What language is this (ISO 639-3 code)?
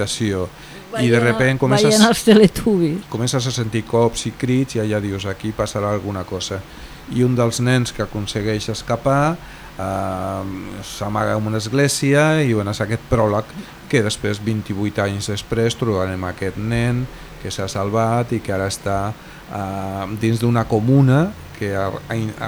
cat